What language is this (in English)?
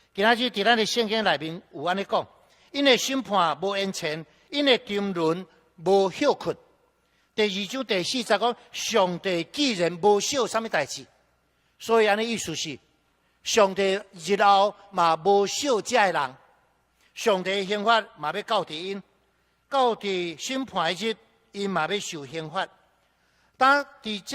Min Nan Chinese